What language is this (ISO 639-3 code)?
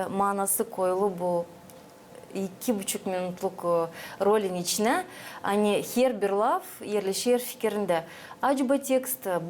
gag